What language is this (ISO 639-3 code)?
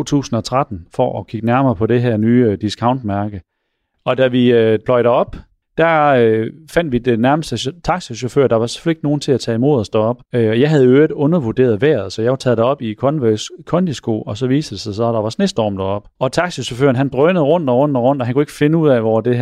dan